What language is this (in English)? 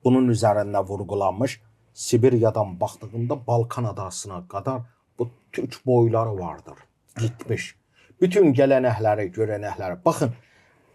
Gagauz